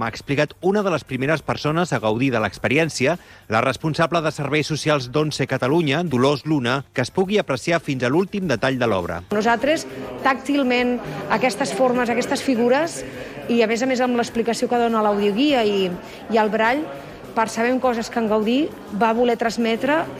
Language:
Catalan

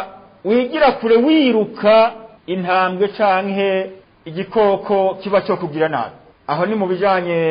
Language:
Rundi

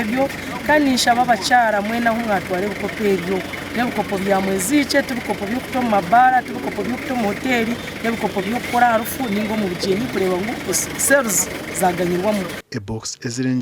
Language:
Nyankole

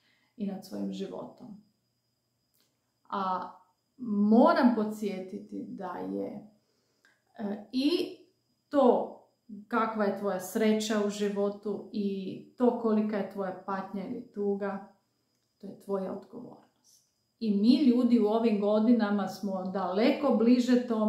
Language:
Croatian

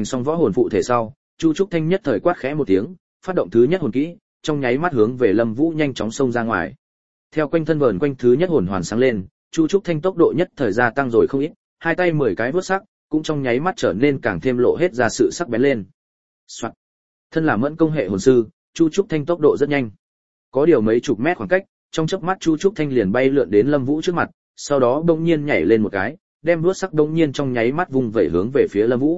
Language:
Vietnamese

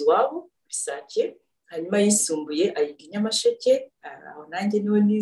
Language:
Kinyarwanda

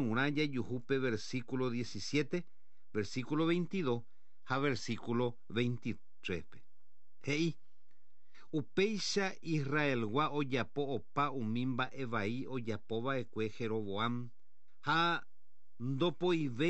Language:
Guarani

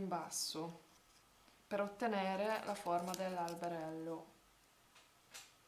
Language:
Italian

